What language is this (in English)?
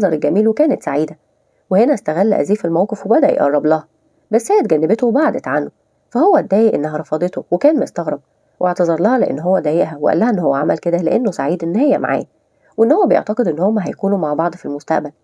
Egyptian Arabic